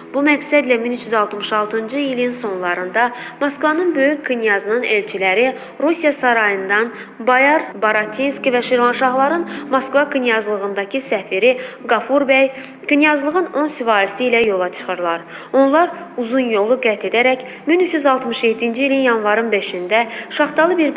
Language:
Azerbaijani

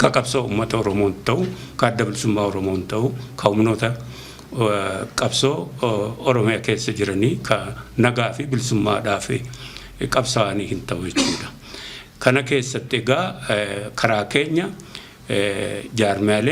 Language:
Oromo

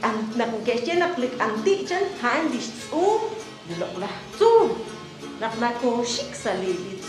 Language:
Kekchí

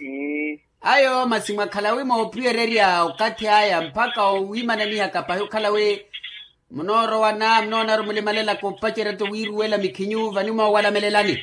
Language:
Makhuwa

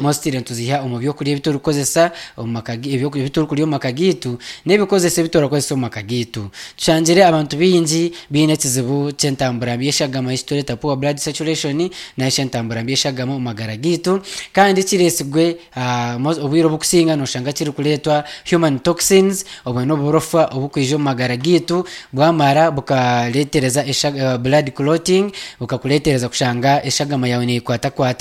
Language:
Nyankole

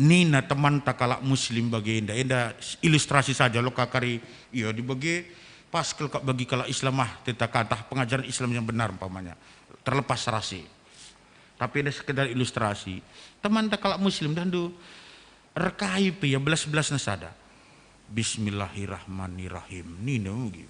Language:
Batak Karo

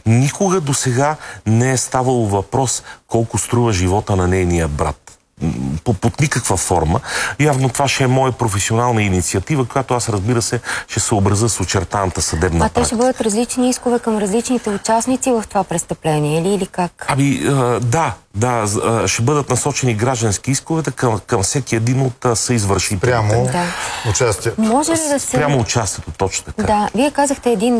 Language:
Bulgarian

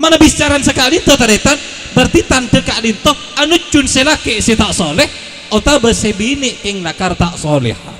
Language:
Madurese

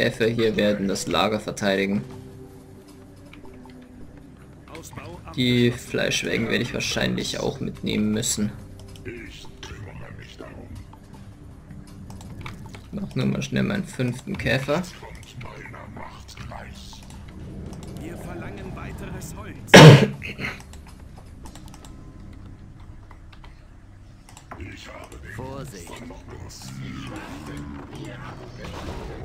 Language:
German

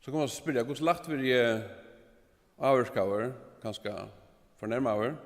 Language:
Faroese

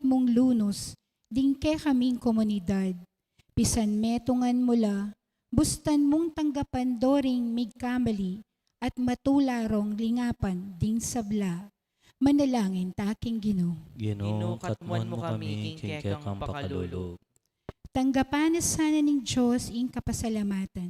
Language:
Pampanga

